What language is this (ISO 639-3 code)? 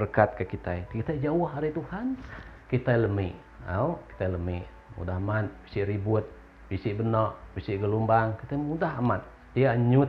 iba